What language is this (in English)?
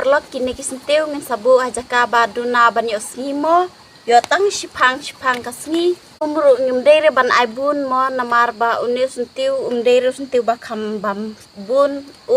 Khasi